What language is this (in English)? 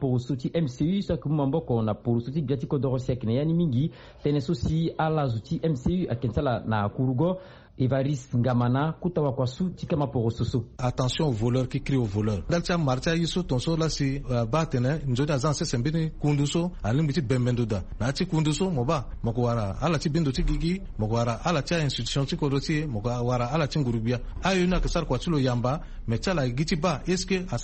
Sango